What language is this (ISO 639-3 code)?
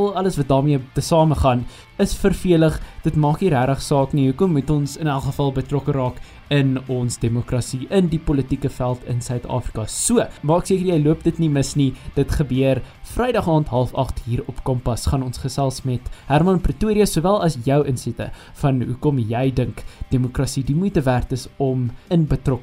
afr